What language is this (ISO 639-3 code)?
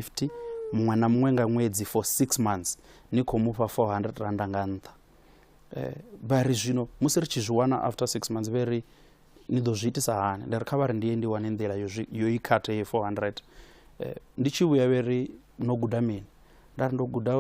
ven